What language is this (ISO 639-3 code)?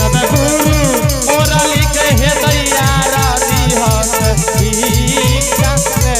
anp